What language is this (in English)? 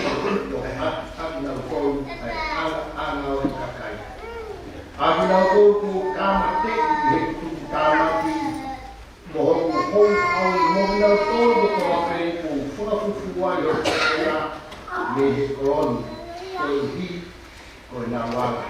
Tongan